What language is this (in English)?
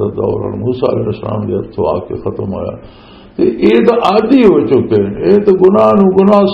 Western Panjabi